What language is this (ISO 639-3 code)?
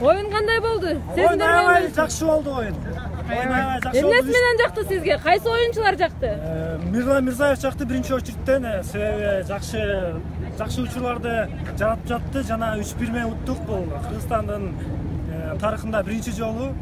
kir